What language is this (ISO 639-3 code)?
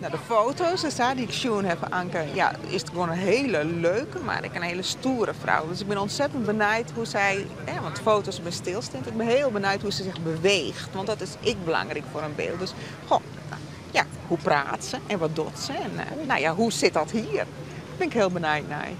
fry